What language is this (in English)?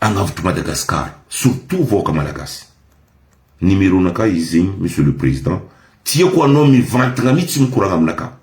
Malagasy